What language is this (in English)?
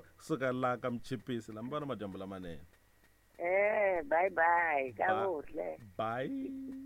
Tsonga